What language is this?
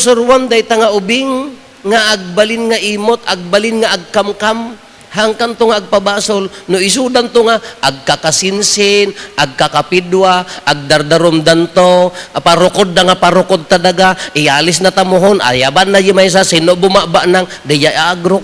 Iloko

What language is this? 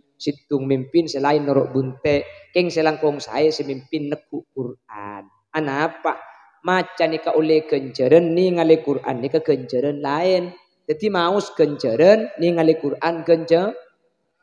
Madurese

